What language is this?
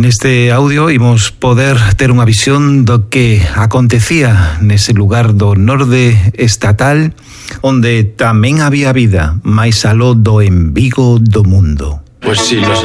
Galician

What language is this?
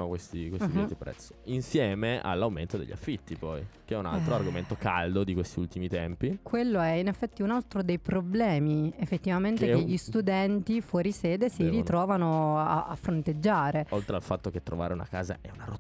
Italian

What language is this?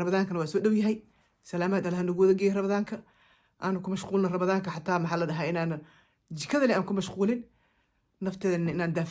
Somali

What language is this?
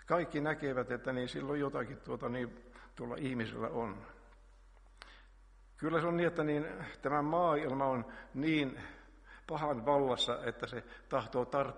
Finnish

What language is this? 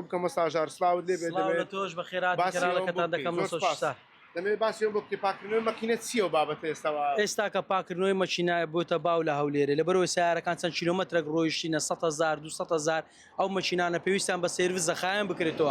Central Kurdish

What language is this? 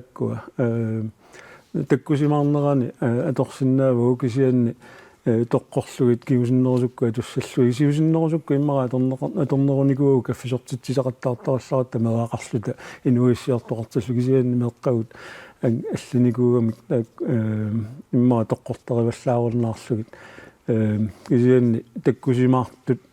Kalaallisut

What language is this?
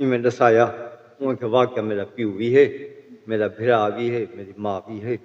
Saraiki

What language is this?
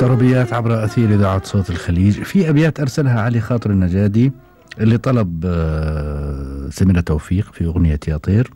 Gulf Arabic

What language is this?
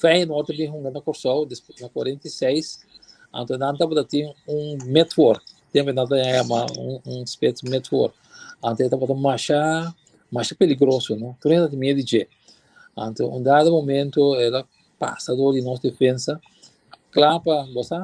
Papiamento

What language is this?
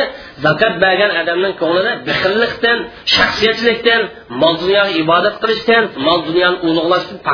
Uyghur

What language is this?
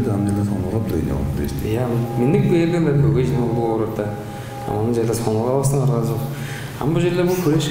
Tuvinian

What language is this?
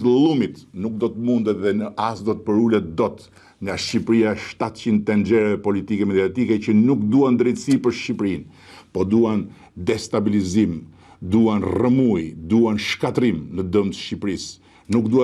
Albanian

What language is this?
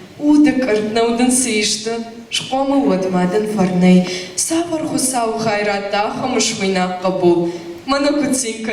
Ossetic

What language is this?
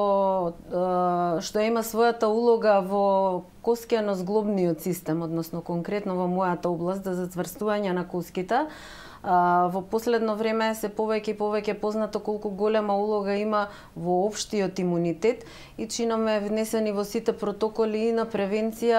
Macedonian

